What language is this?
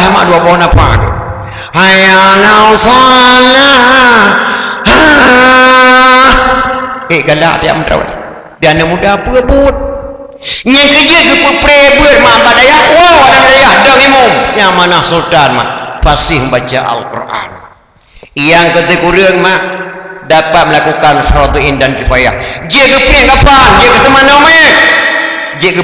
Achinese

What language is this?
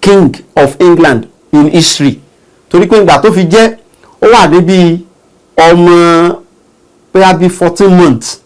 Yoruba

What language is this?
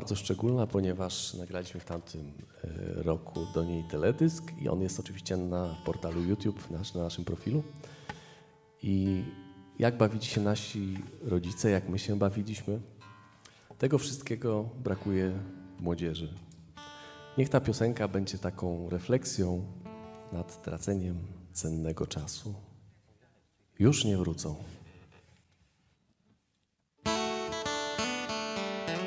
Polish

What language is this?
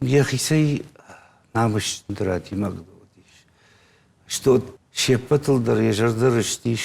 Ossetic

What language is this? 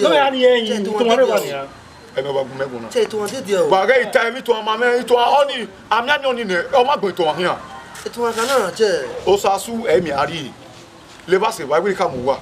Bini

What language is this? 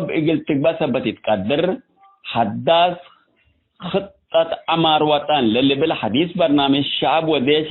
Tigre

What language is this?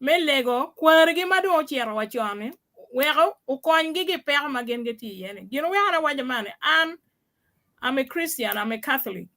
Acoli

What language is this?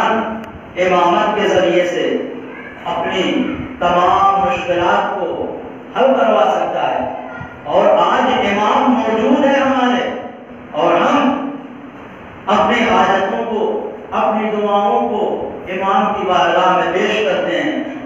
Urdu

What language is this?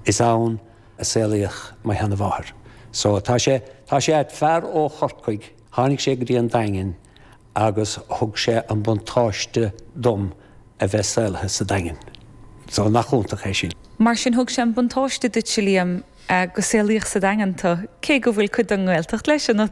Irish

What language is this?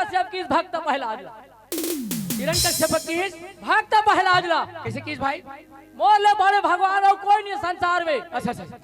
Chhattisgarhi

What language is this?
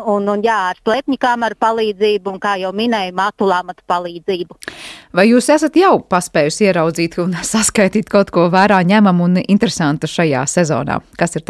Latvian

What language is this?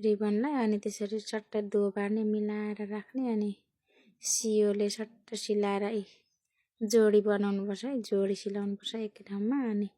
Nepali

